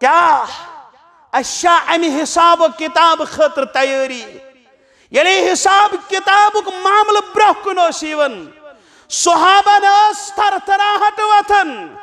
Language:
Kashmiri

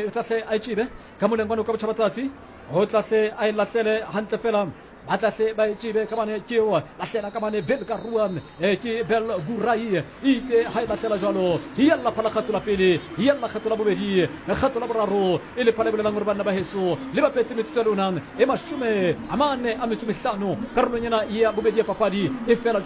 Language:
Southern Sotho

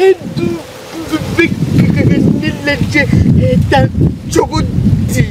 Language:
Bambara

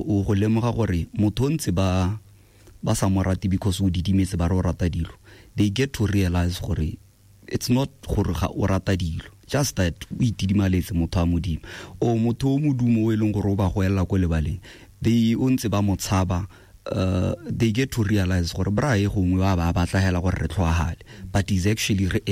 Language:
Tswana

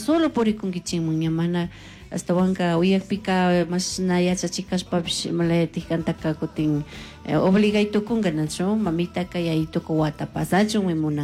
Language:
Chimborazo Highland Quichua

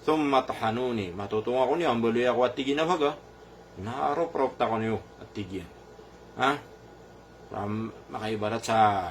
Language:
Maranao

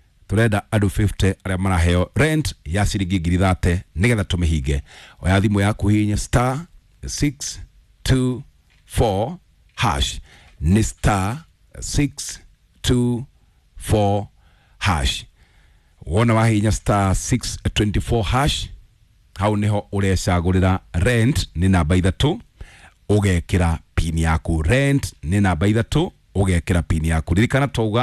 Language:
Kikuyu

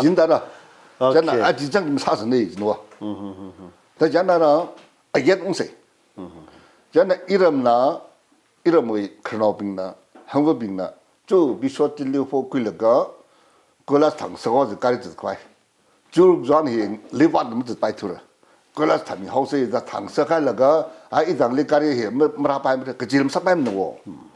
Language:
Tangkhul Naga (India)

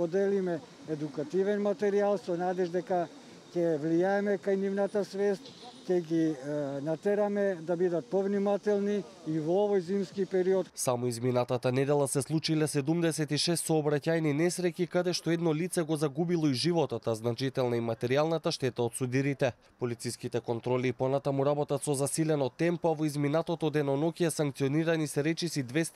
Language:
Macedonian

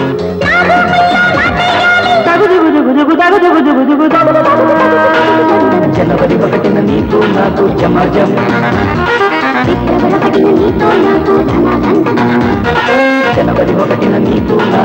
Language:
Telugu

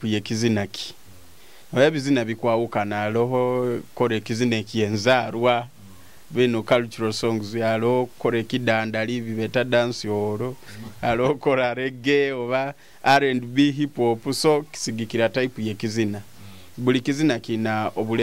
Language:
Nyoro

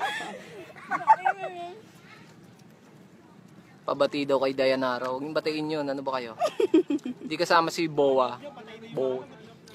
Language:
Filipino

